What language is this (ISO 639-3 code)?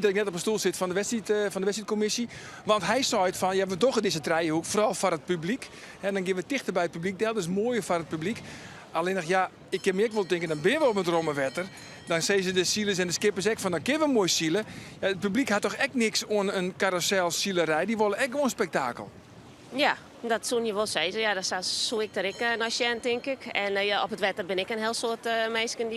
fry